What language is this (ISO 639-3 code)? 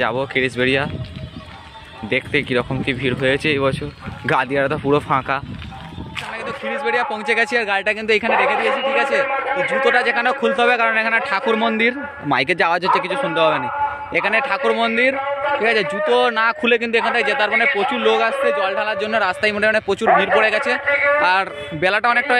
ben